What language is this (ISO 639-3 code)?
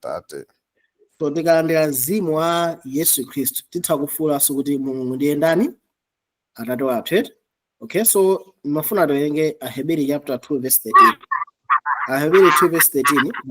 nya